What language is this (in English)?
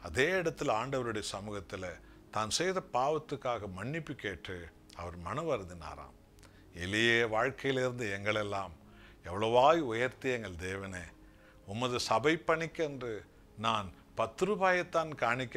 Tamil